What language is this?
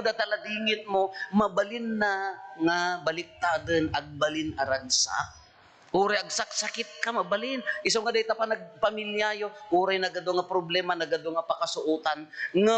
Iloko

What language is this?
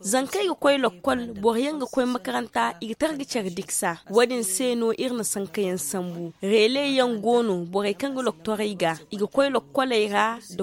Zarma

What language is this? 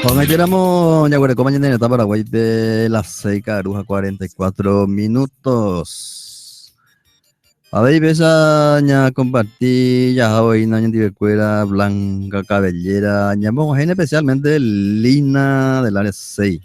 Guarani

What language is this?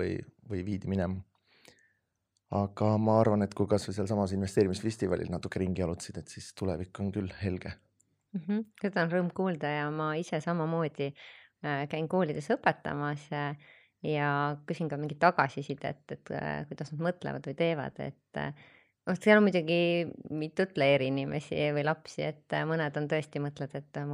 Estonian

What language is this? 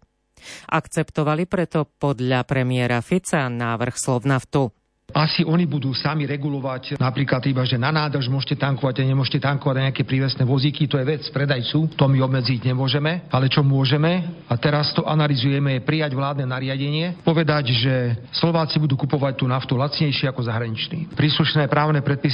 Slovak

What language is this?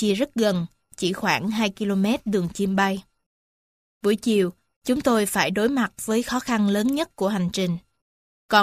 Vietnamese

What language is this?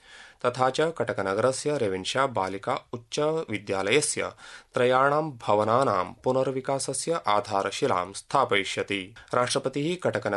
Sanskrit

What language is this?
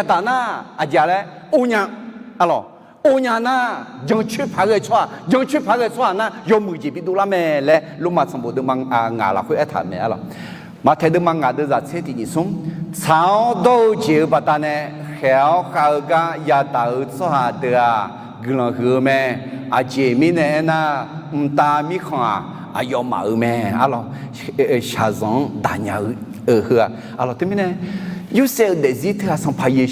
Akha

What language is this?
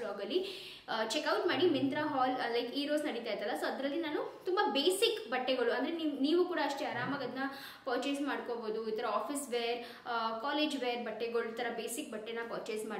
Kannada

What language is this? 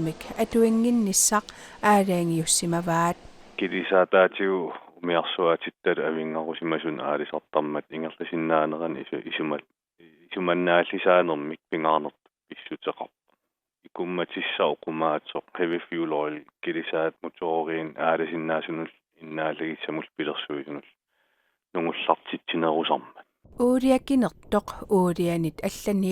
Kalaallisut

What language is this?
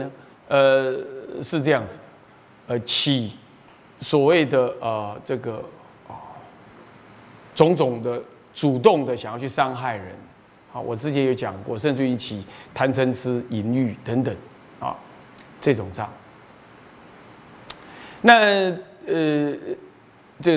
Chinese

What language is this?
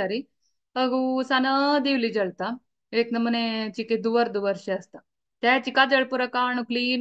Konkani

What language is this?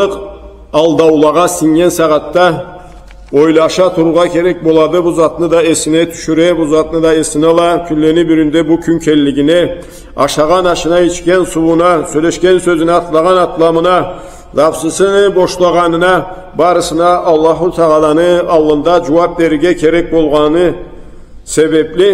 Karachay-Balkar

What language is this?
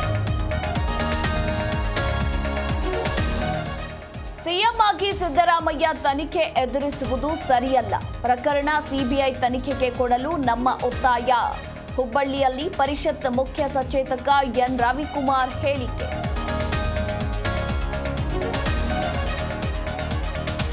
Kannada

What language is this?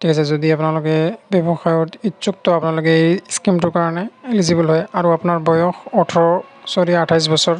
Assamese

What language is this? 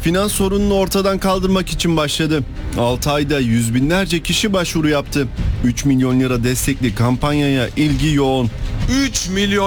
Turkish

